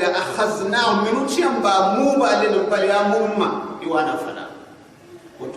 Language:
Gourmanchéma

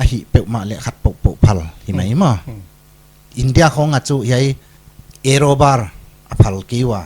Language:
Paite Chin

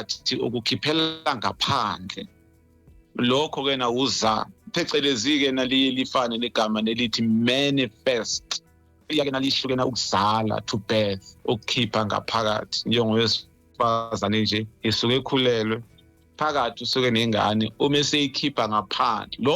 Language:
Zulu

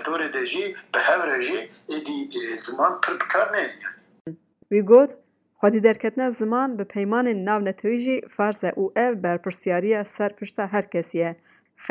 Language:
Kurdish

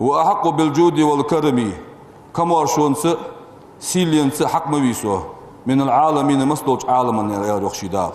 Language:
Ingush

